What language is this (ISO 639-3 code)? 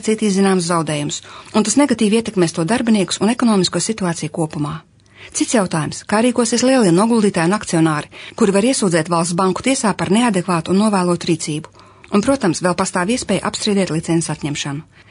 lav